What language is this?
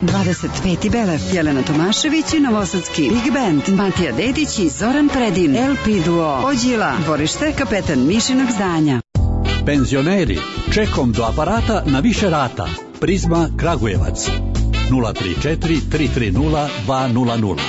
Serbian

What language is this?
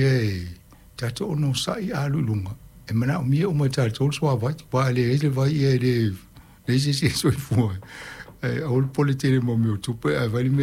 Samoan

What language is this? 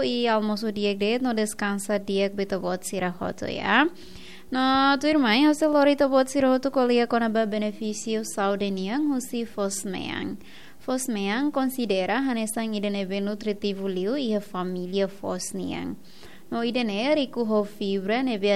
Tetum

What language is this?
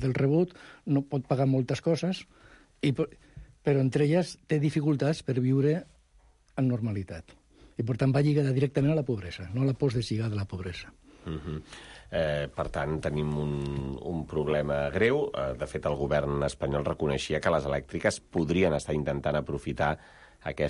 Catalan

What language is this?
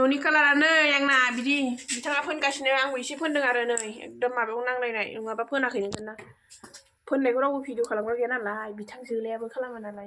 Bodo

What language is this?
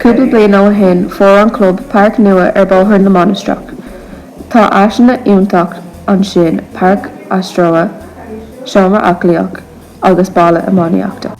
Irish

